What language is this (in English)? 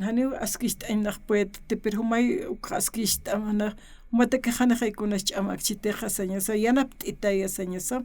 Aymara